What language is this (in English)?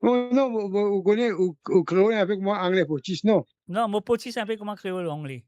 Morisyen